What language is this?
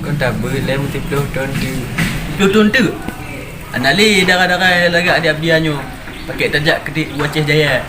Achinese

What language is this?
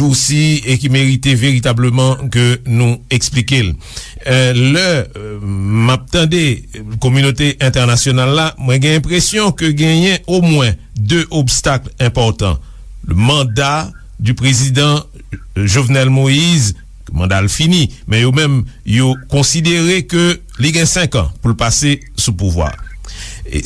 Haitian Creole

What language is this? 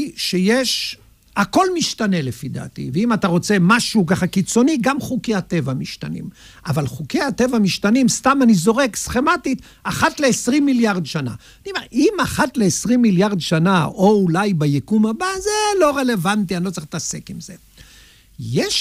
Hebrew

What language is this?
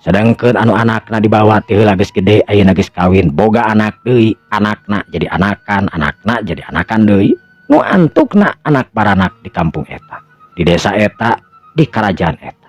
Sundanese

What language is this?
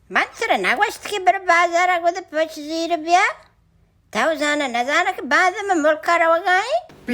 Baluchi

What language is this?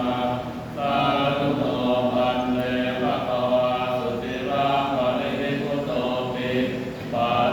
Pali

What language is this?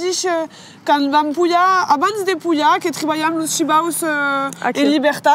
Occitan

